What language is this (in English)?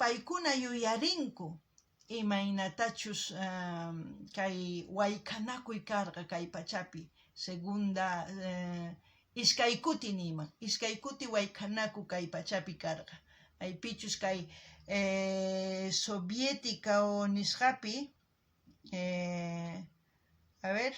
South Bolivian Quechua